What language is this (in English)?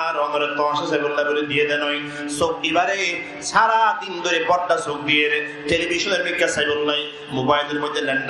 Rohingya